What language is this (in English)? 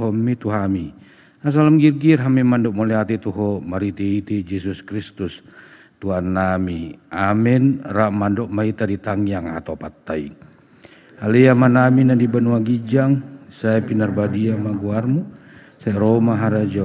Batak Toba